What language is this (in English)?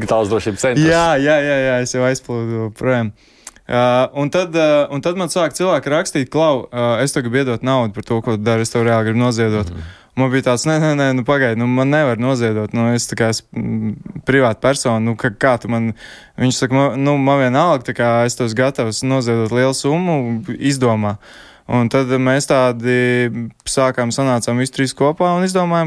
Latvian